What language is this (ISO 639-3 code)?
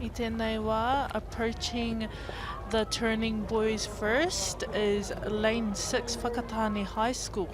mri